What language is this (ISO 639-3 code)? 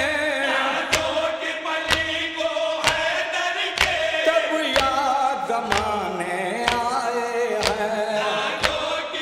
urd